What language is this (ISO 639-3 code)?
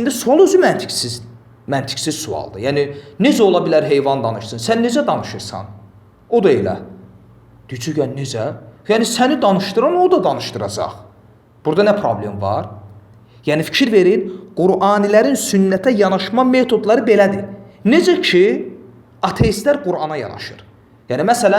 aze